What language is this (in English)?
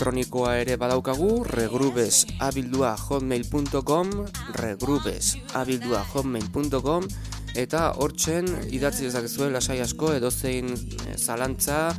Basque